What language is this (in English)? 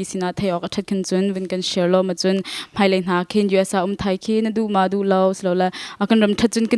Hakha Chin